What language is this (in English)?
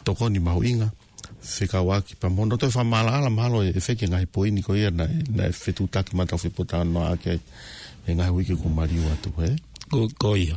Tongan